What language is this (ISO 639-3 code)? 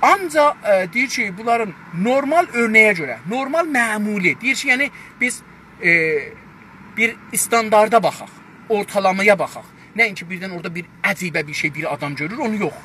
azb